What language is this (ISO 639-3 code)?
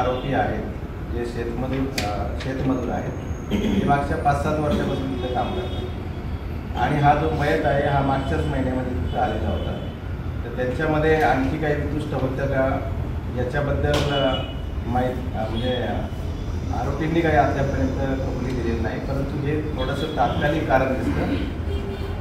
mar